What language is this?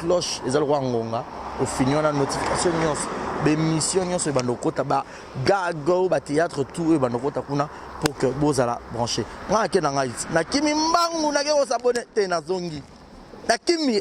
Lingala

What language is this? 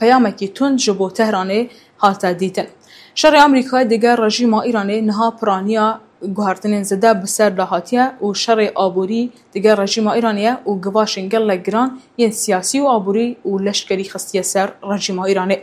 Kurdish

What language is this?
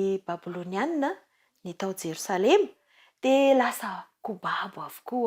Malagasy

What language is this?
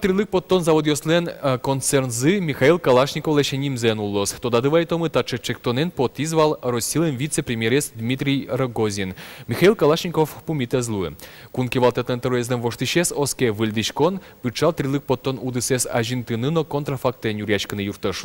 Udmurt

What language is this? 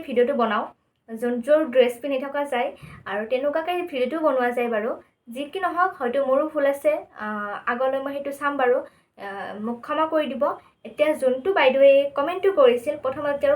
Assamese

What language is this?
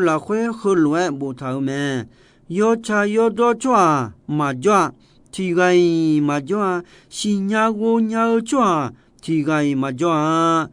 Akha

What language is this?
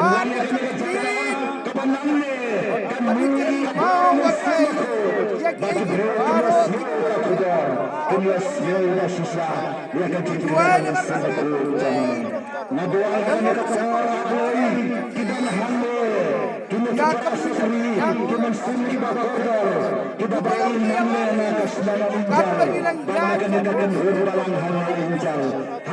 Khasi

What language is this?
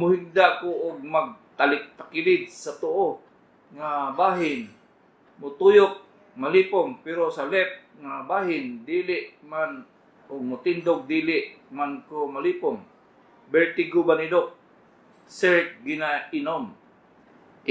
Cebuano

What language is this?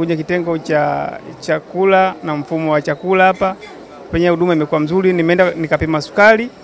Swahili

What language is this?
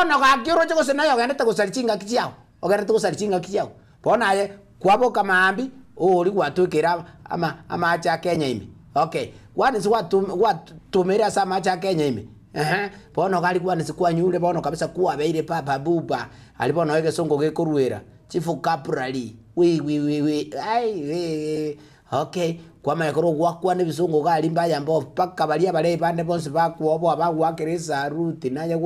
Gusii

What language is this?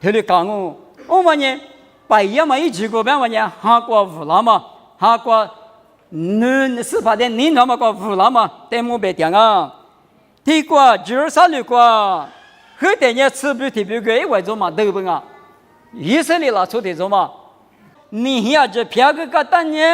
Lisu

